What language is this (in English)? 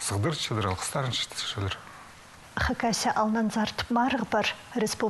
Khakas